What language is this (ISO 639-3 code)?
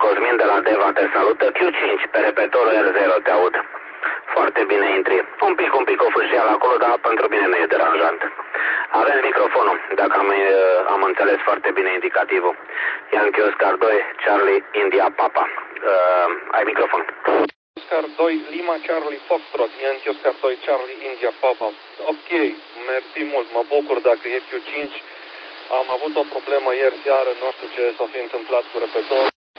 ron